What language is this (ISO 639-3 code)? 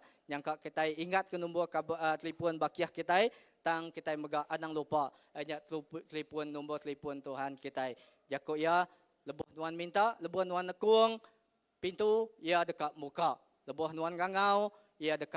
iba